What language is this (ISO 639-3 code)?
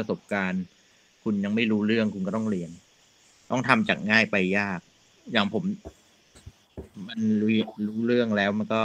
tha